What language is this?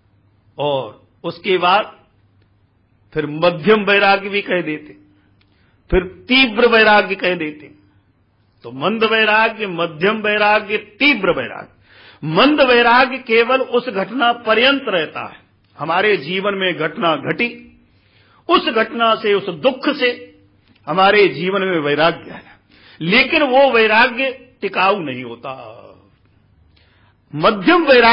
Hindi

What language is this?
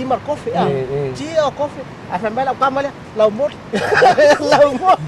Samoan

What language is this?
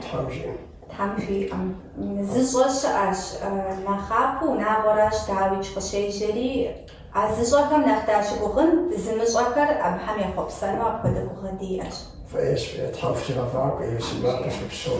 Kabardian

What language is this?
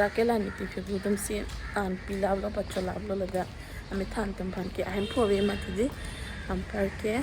Karbi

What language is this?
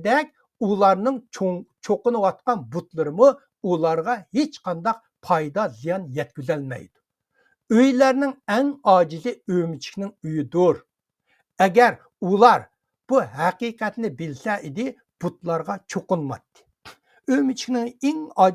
Uyghur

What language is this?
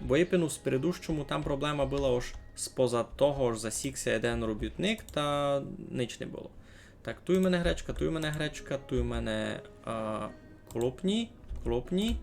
Rusyn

